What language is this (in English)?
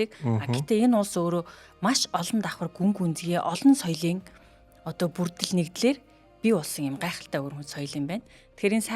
Mongolian